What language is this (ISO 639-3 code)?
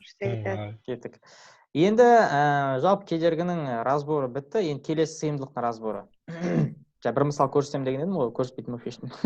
kaz